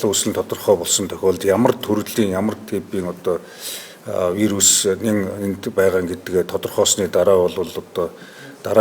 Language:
Mongolian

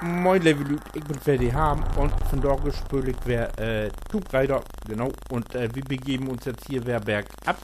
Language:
Low German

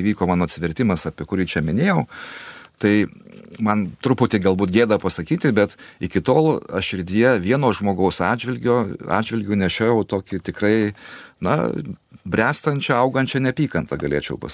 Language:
Lithuanian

